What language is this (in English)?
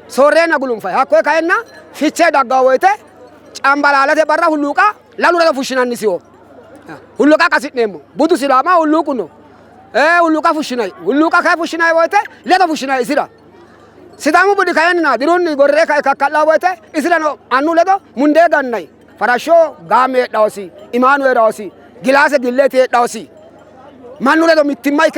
Sidamo